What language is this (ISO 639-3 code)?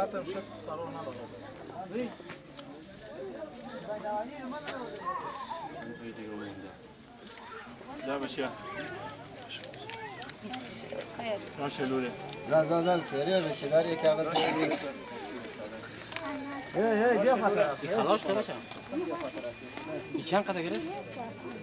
fas